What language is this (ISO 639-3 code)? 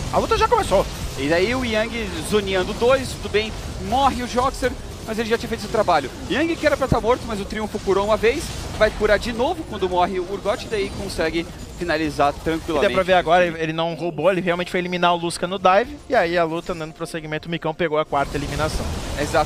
por